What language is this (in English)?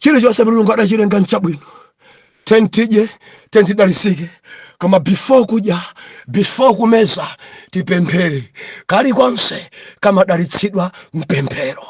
Nyanja